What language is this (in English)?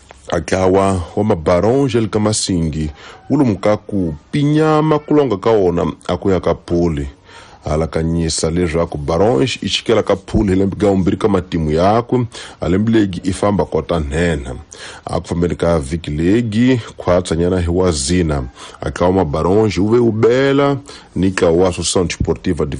Tsonga